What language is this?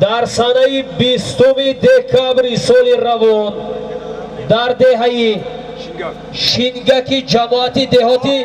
Tajik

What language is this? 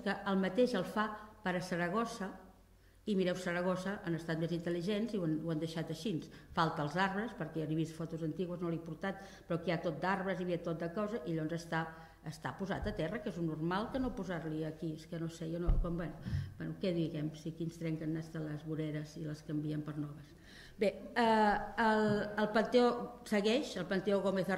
Catalan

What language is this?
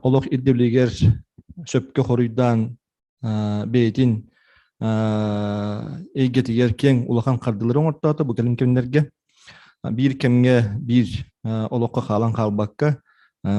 Yakut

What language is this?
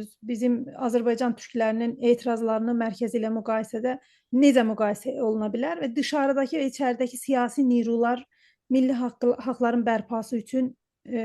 South Azerbaijani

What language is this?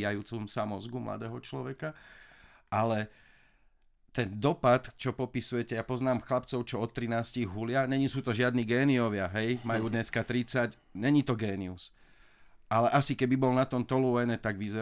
Slovak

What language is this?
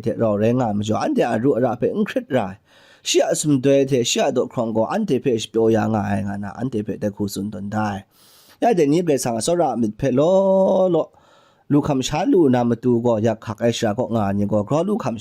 Kachin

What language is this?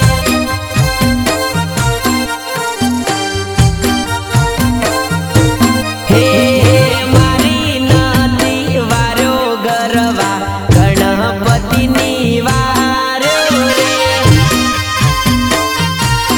Gujarati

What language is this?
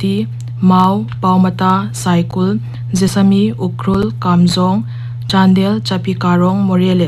Paite Chin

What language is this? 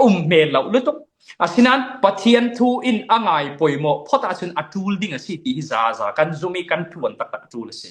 Falam Chin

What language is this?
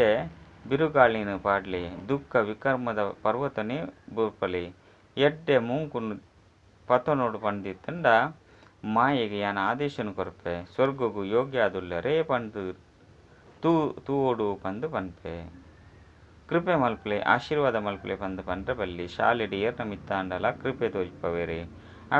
Tulu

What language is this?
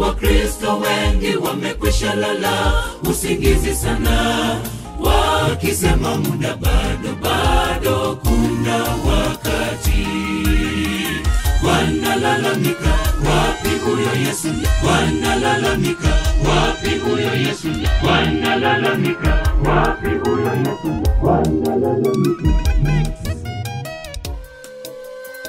Swahili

